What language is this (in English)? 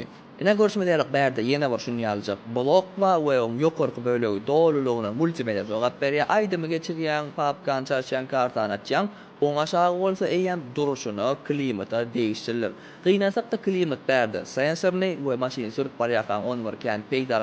Turkmen